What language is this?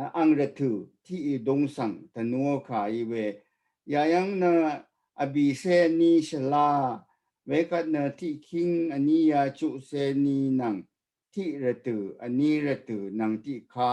Rawang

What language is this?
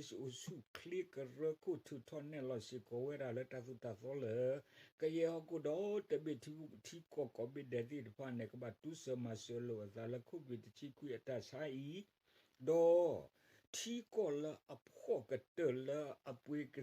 S'gaw Karen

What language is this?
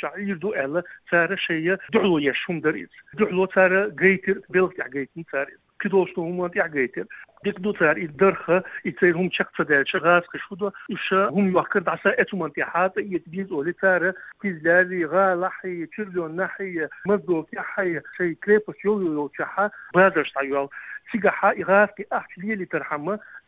Chechen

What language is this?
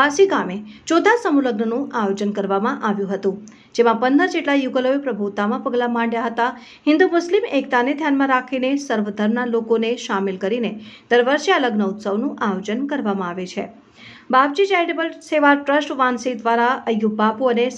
Gujarati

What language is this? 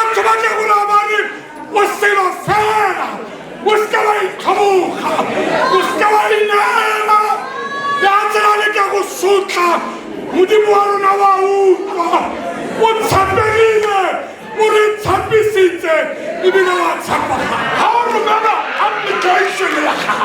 Tswana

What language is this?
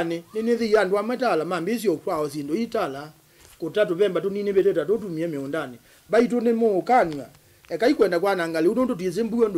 Kamba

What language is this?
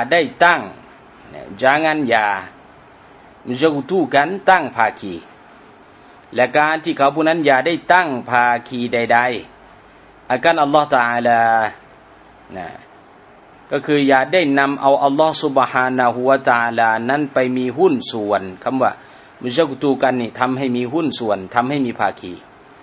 Thai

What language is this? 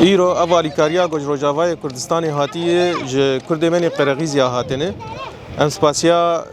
Kurdish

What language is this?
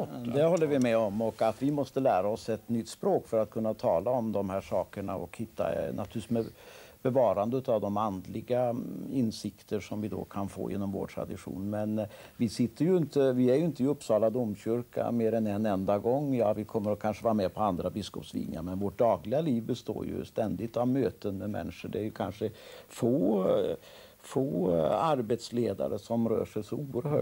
Swedish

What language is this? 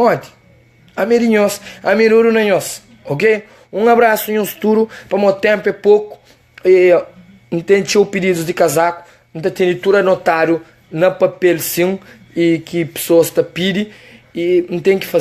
Kabuverdianu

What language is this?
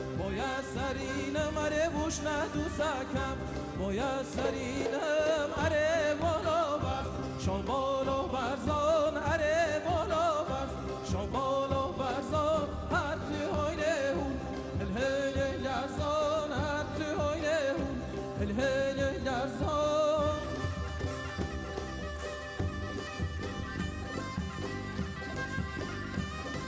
Kurdish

